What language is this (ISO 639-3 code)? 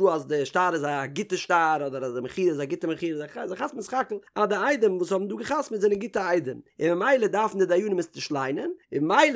yid